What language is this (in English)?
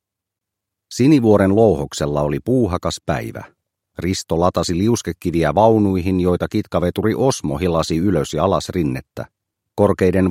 Finnish